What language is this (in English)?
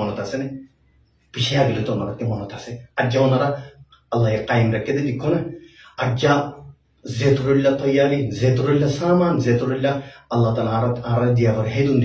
Rohingya